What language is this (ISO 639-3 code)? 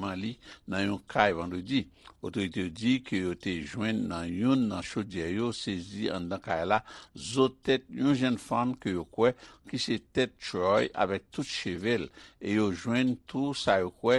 hat